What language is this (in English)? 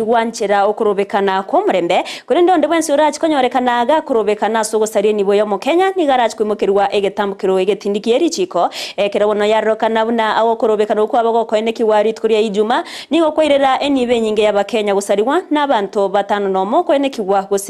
Gusii